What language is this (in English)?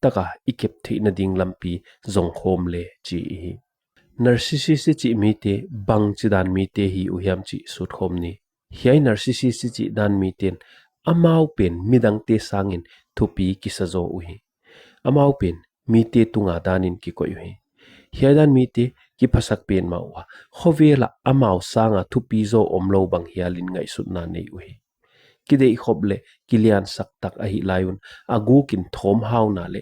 Paite Chin